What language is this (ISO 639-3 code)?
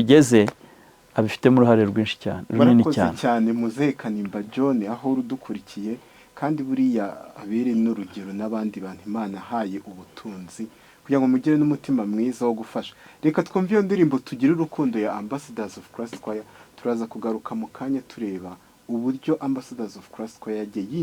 kin